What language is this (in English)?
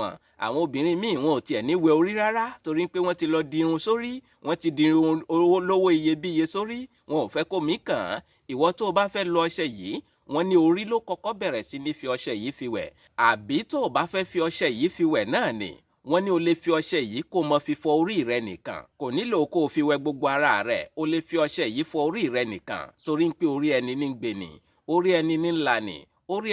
Yoruba